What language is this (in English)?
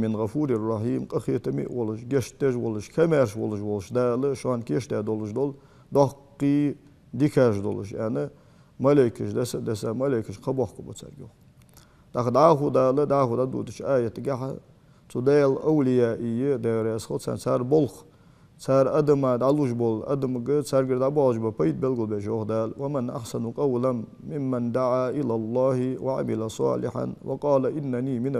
Ingush